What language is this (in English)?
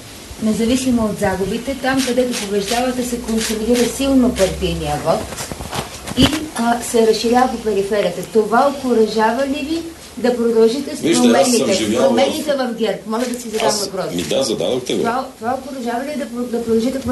Bulgarian